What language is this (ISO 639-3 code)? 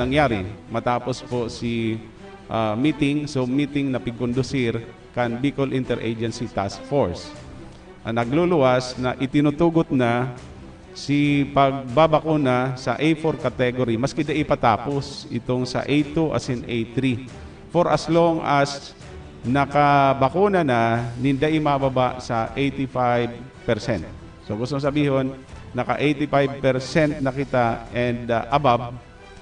bik